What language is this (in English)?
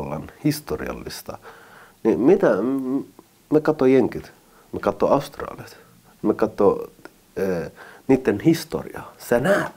Finnish